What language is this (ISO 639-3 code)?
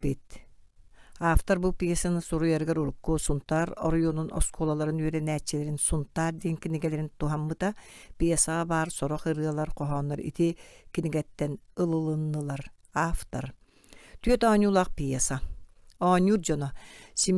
sah